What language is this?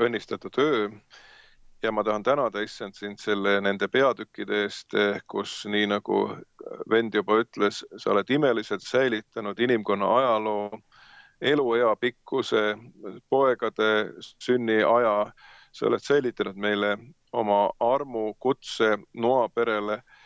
Estonian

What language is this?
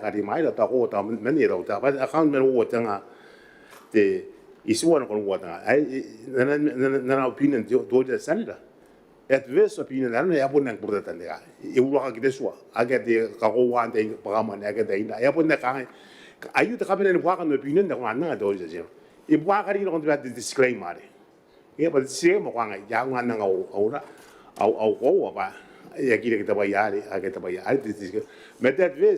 Gilbertese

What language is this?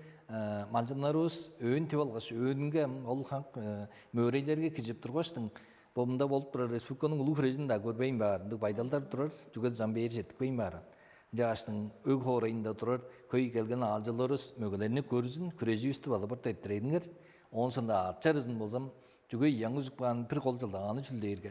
Tuvinian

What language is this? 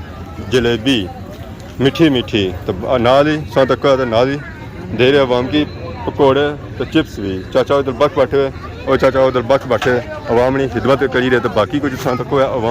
Pahari-Potwari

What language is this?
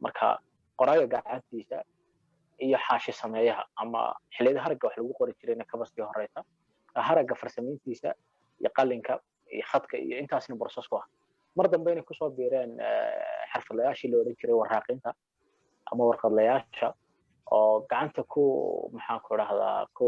Somali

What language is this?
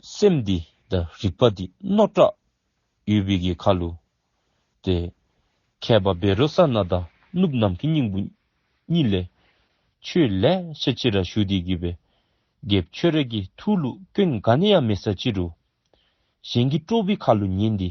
Dzongkha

